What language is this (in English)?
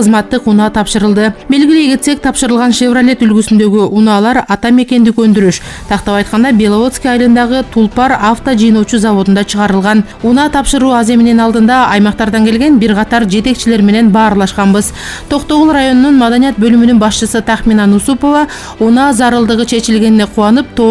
Kyrgyz